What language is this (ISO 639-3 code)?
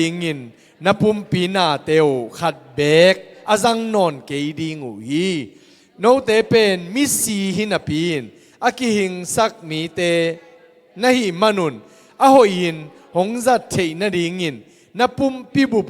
ctd